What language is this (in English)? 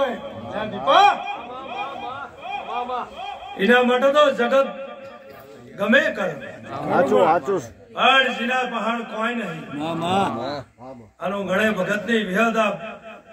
Gujarati